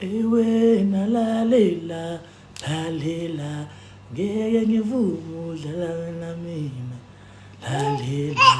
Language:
Zulu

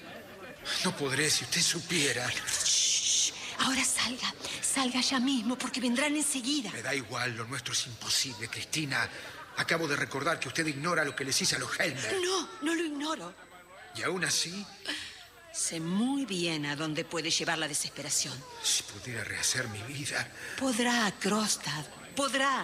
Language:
Spanish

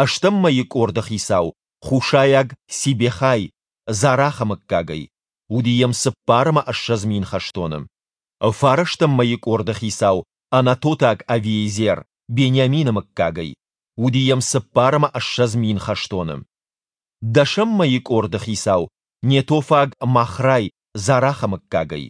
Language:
Ossetic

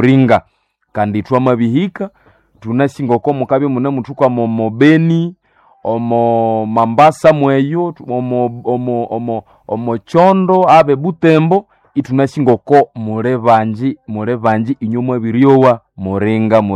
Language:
Nande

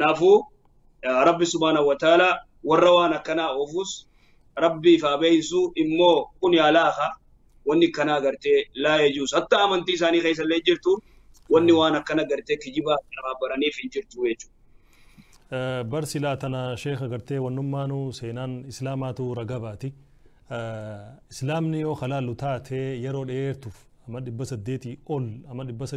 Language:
Oromo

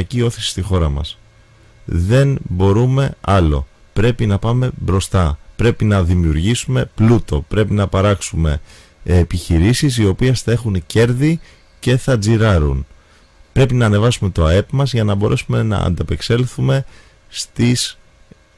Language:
Greek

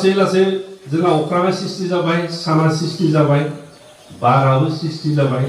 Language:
Bodo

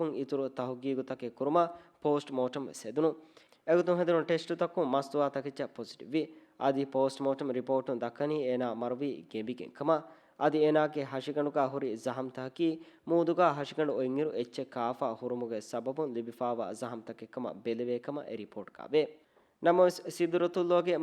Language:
Divehi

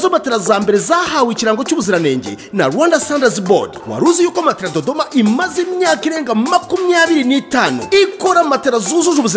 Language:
Kinyarwanda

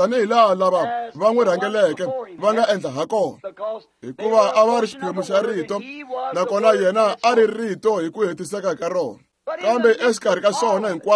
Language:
Tsonga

